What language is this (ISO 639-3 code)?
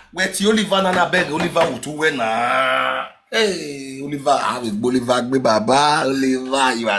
pcm